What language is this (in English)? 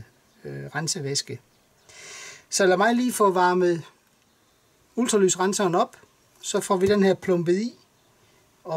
Danish